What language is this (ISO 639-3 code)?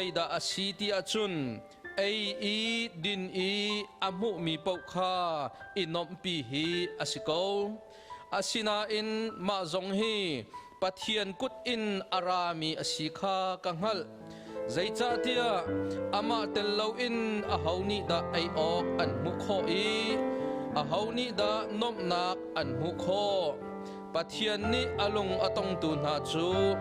cnh